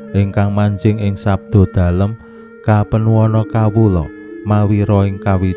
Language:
Javanese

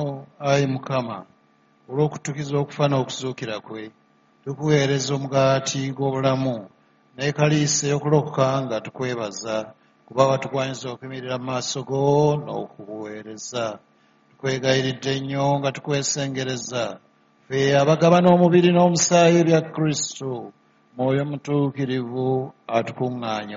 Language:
Ganda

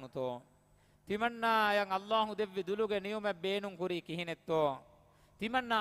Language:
Divehi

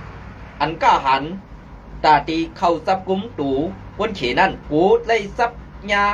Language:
Shan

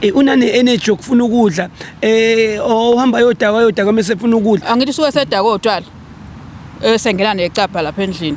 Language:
Zulu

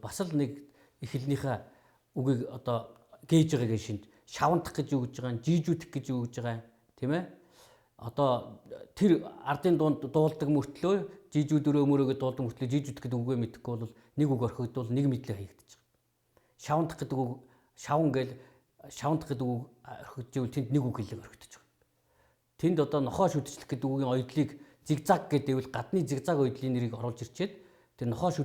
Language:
Mongolian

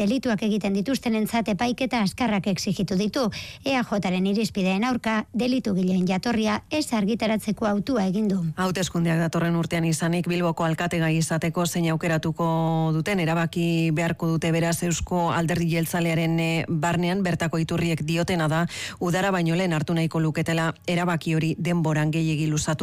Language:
Basque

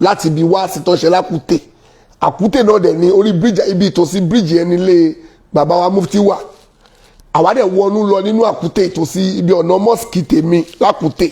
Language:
Yoruba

